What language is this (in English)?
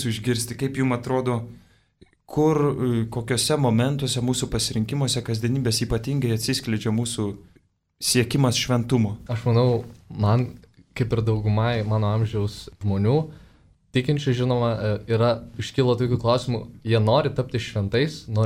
Lithuanian